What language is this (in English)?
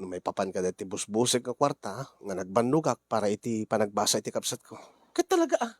Iloko